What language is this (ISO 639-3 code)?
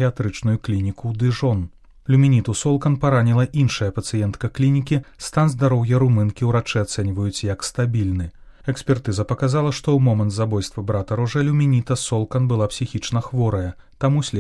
bel